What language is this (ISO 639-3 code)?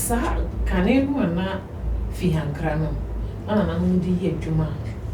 aka